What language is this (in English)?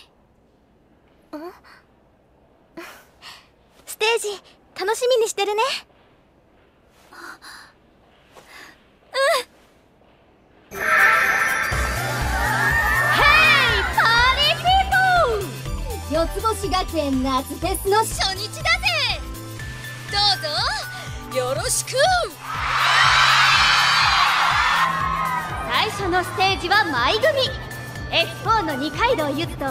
Japanese